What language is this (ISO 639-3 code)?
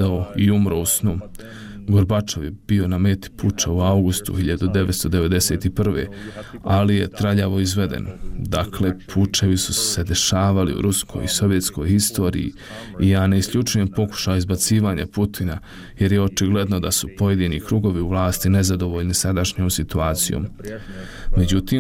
bos